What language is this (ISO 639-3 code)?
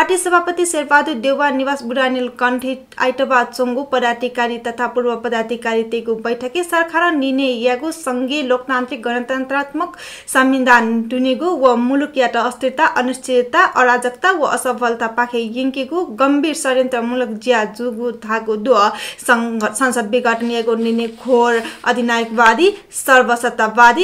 new